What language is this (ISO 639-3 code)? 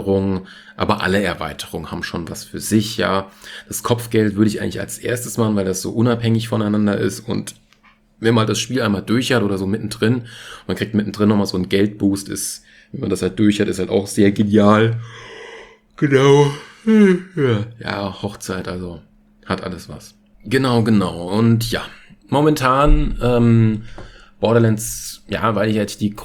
deu